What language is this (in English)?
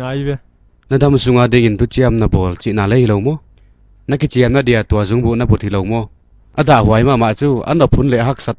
Paite Chin